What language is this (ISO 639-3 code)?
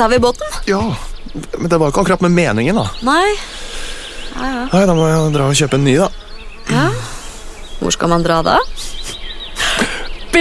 nor